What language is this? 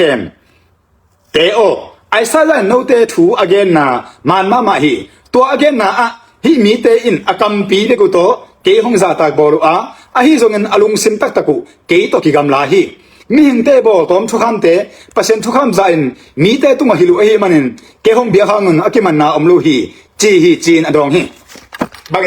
Tedim Chin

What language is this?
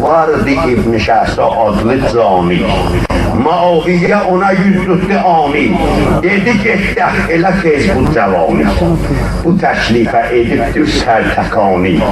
South Azerbaijani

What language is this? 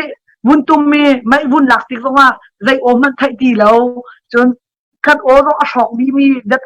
Hakha Chin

